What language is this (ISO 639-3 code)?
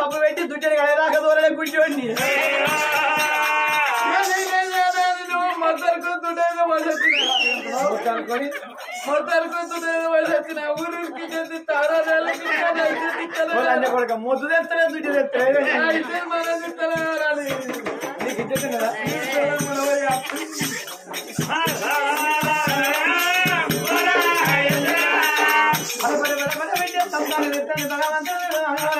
tel